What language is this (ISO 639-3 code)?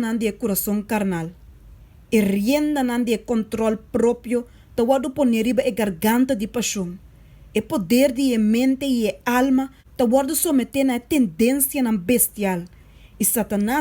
pap